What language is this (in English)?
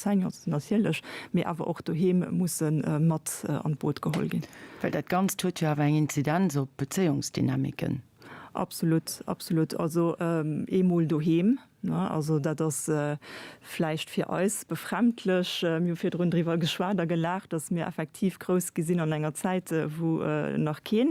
Luxembourgish